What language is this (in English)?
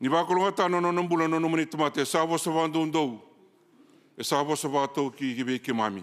Fijian